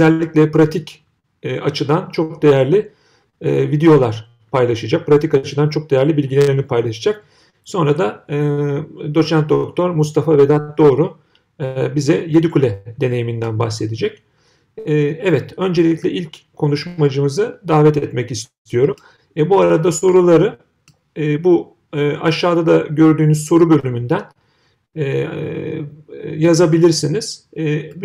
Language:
Turkish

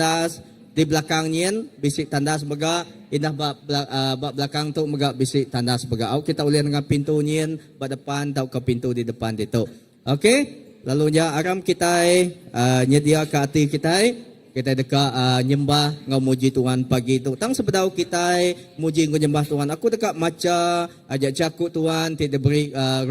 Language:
Iban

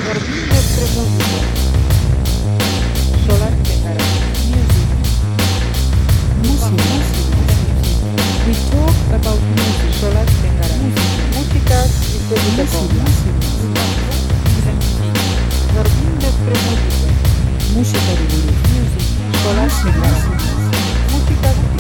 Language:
Basque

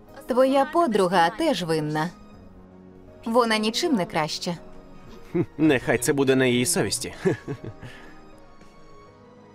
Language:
Ukrainian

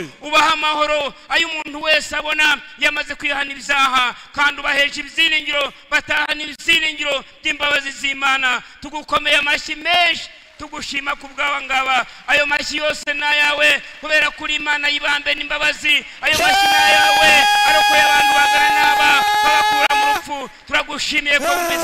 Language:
Kinyarwanda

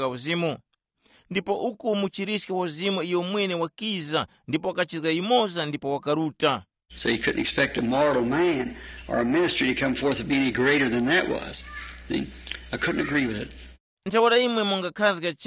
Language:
Tumbuka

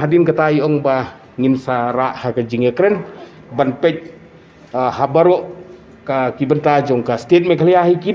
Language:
Khasi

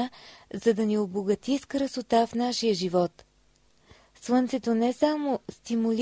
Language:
Bulgarian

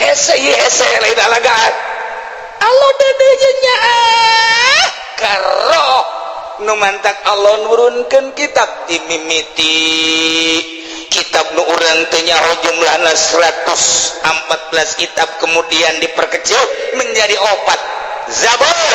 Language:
Sundanese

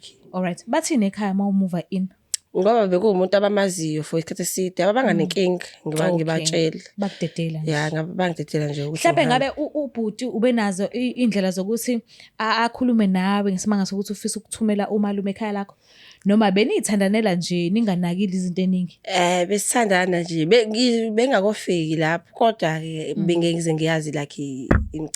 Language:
Zulu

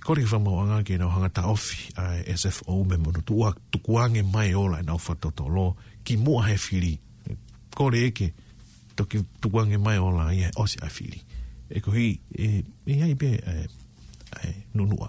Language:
Tongan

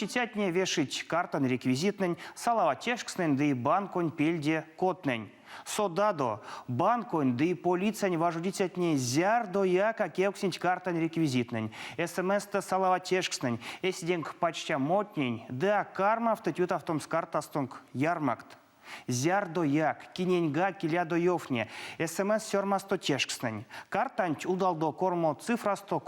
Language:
Erzya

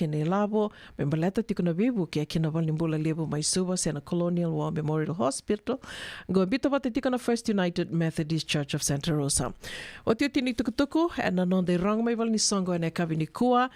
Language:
Fijian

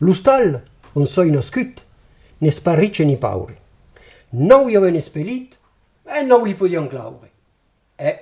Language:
Occitan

